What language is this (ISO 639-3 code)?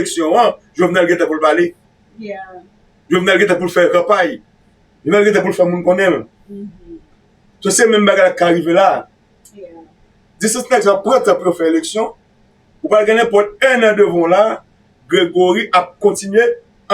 hat